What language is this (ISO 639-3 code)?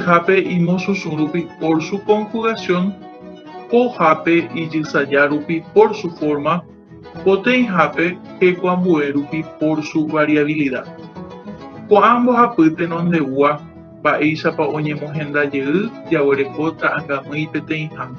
grn